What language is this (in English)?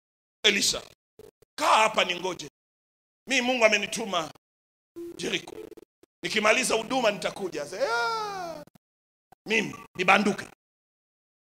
Swahili